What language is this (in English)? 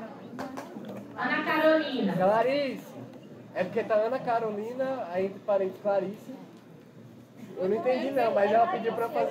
Portuguese